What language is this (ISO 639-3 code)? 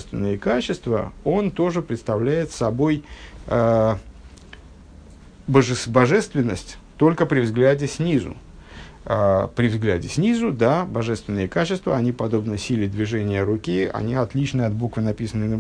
rus